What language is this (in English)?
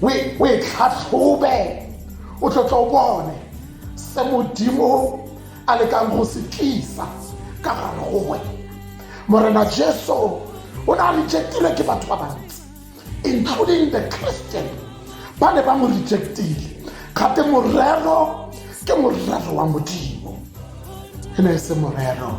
Tswana